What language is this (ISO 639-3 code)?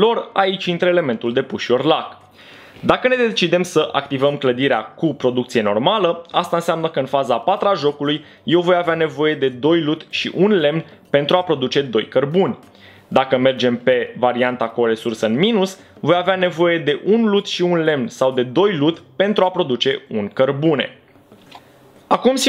ron